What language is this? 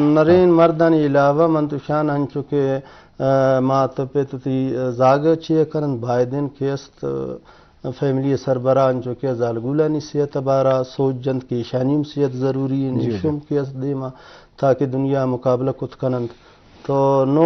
Baluchi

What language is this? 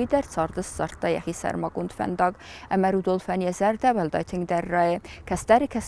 Ossetic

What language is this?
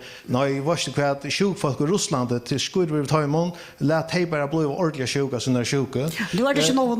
Faroese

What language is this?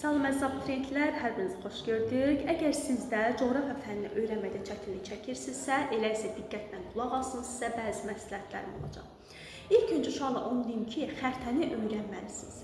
Azerbaijani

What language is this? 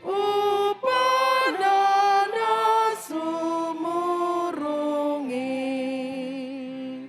Batak Toba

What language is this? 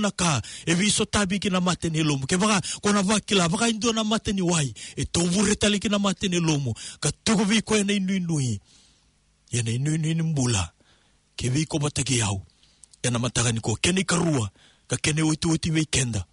Fijian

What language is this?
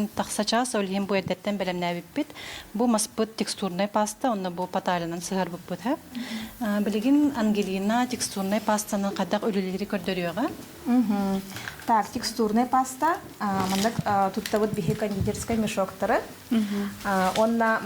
Yakut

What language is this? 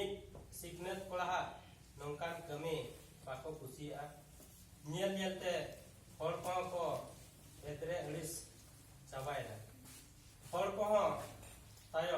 Santali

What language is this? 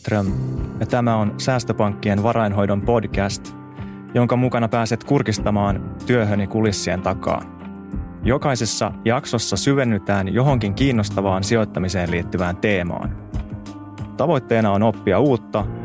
Finnish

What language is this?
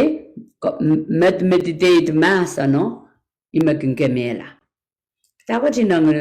Pohnpeian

